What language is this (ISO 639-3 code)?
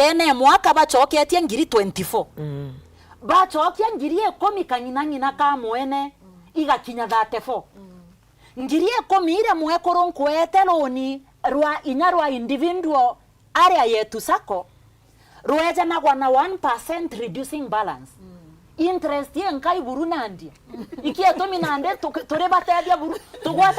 mer